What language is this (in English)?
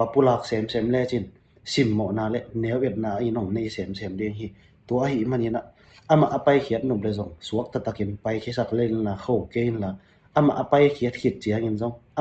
Tedim Chin